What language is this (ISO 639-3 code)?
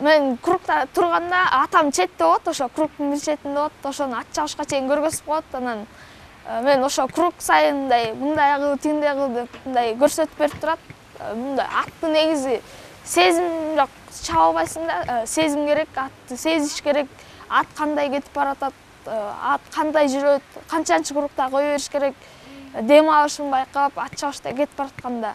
kir